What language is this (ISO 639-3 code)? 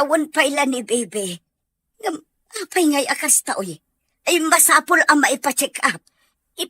ilo